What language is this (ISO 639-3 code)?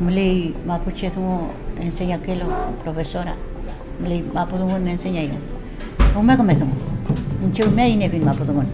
arn